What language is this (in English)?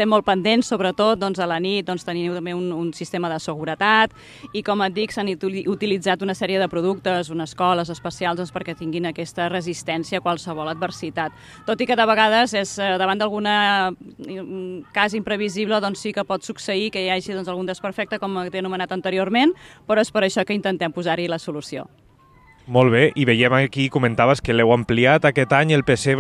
Catalan